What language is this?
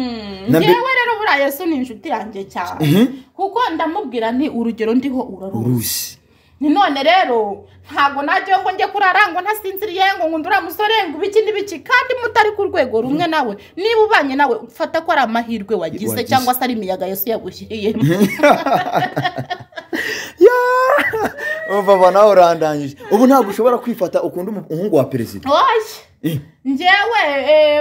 Kinyarwanda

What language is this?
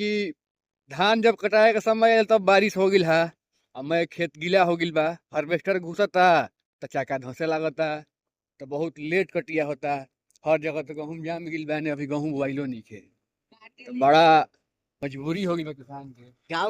Bhojpuri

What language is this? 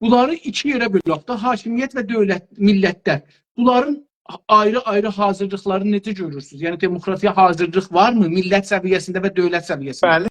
South Azerbaijani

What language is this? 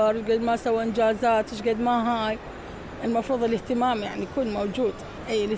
Mesopotamian Arabic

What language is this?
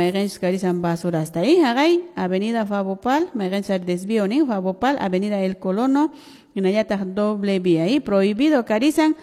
Quechua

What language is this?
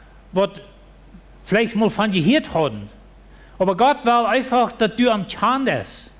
Plautdietsch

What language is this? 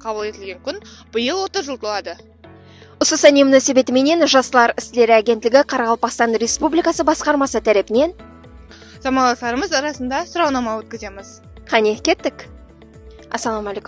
Kara-Kalpak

